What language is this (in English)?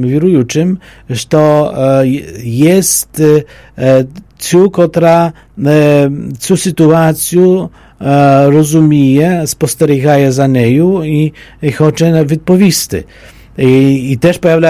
Polish